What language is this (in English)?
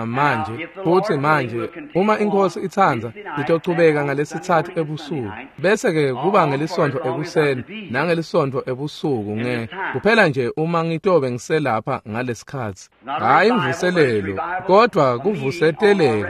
Swati